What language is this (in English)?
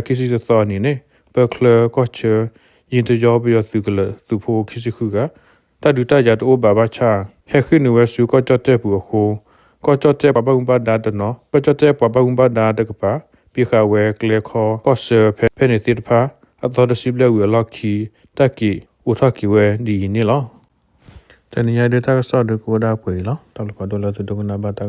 S'gaw Karen